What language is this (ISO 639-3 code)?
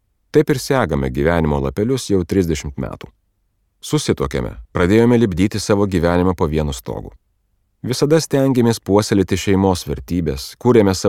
lit